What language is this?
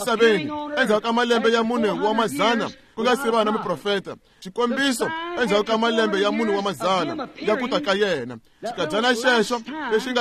Tsonga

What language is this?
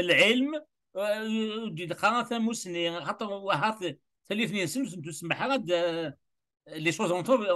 Kabyle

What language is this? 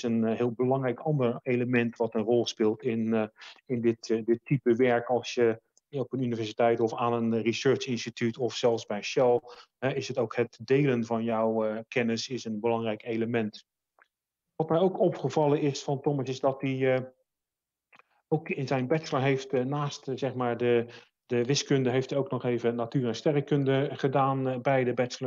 Dutch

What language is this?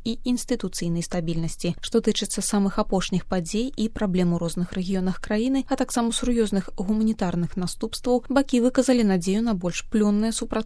Belarusian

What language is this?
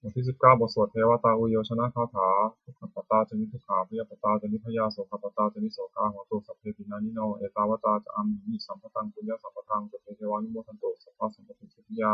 Pali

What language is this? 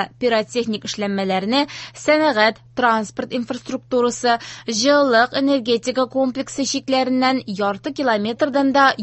Tatar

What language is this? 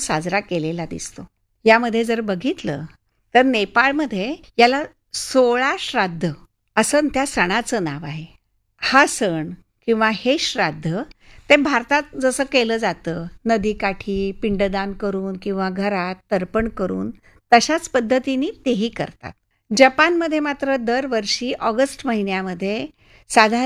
Marathi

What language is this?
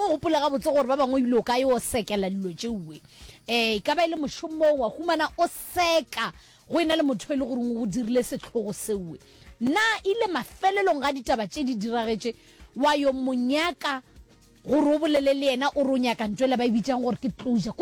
Northern Sotho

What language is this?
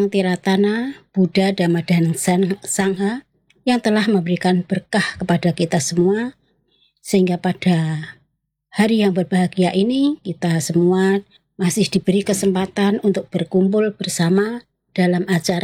Indonesian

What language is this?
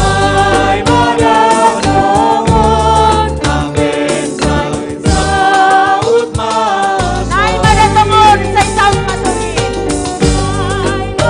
Batak Simalungun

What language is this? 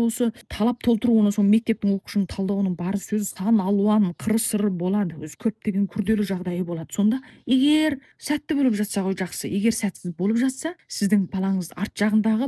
Kazakh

